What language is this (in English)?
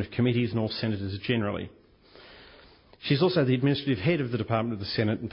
English